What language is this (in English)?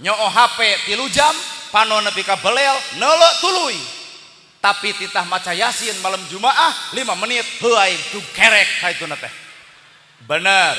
Sundanese